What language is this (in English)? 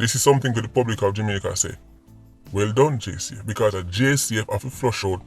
Jamaican Creole English